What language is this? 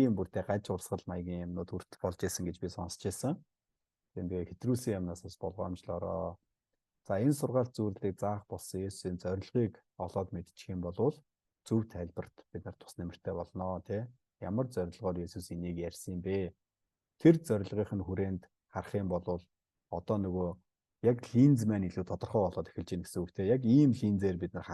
Mongolian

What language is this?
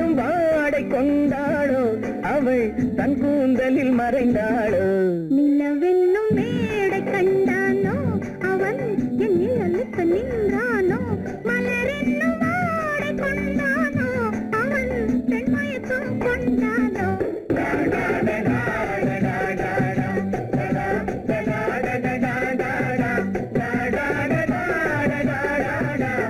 Tamil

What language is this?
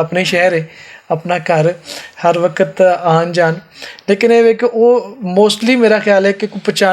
Western Panjabi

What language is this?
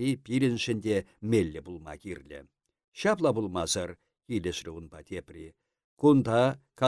Chuvash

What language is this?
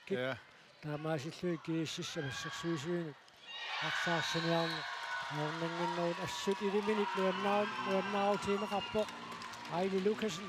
Kalaallisut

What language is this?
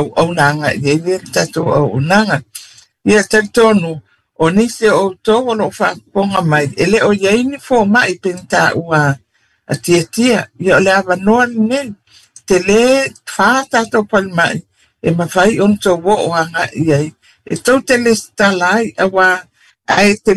Samoan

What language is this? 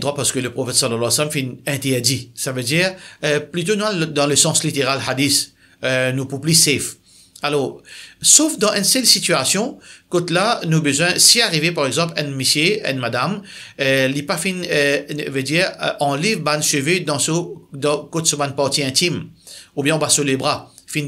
Morisyen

